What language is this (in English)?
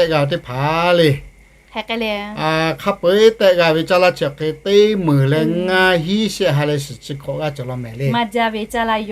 Lahu